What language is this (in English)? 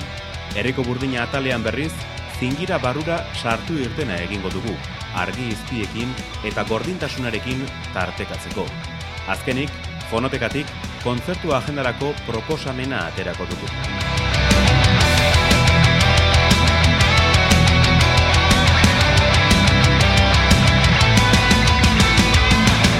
Basque